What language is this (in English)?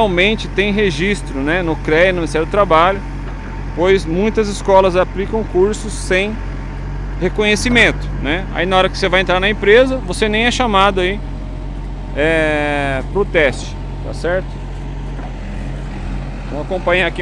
Portuguese